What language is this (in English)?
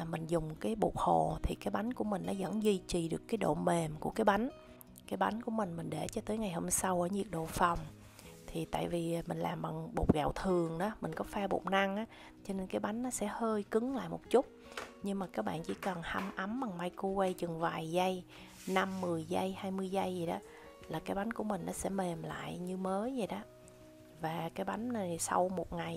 Vietnamese